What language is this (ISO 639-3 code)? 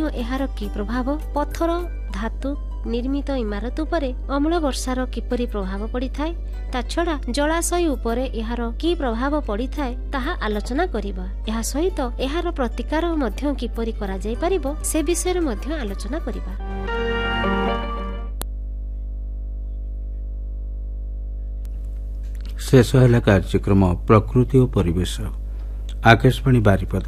ori